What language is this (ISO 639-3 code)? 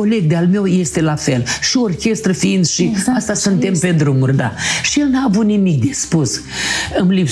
ron